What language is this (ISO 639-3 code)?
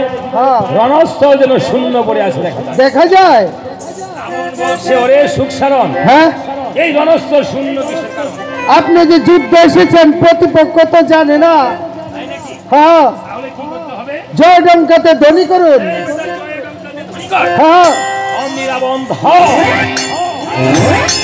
ben